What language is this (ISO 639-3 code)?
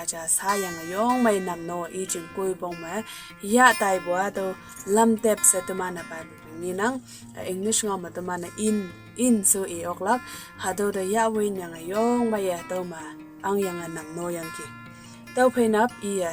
nbe